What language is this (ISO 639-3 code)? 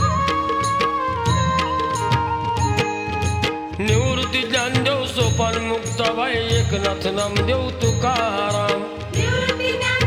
mar